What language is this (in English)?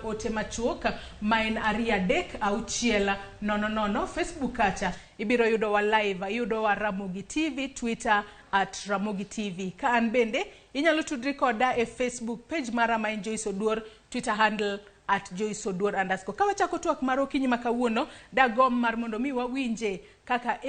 Luo (Kenya and Tanzania)